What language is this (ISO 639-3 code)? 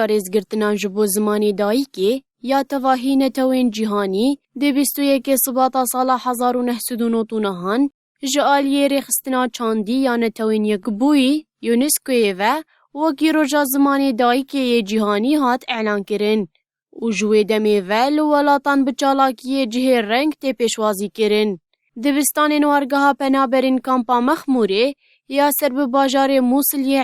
kur